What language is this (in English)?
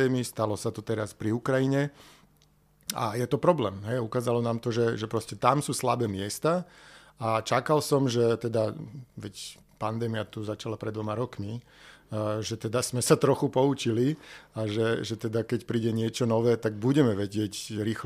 Slovak